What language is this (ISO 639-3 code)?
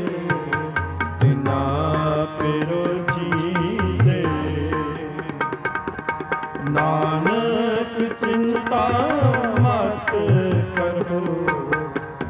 pan